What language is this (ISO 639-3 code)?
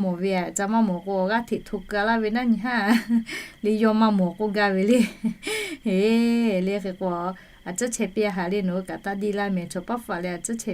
lhu